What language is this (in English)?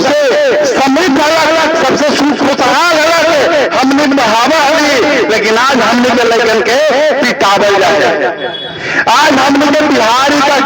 Magahi